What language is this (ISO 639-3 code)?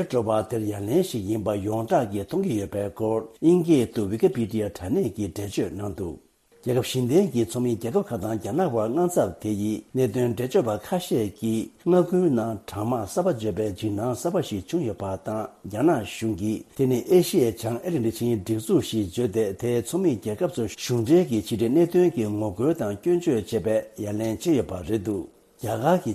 bod